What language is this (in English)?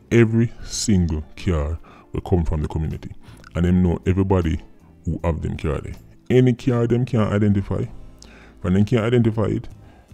Jamaican Creole English